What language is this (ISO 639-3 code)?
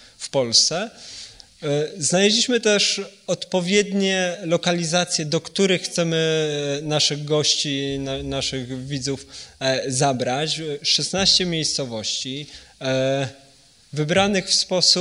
pol